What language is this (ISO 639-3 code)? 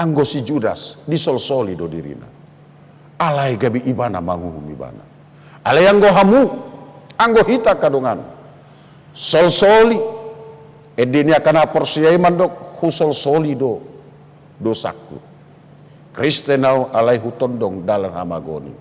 bbc